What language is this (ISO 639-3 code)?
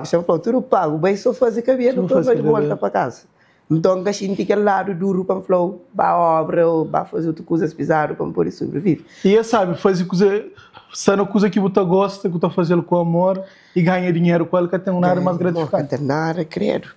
kea